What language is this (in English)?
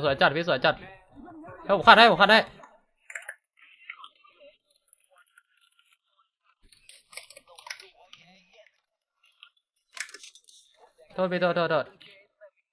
Thai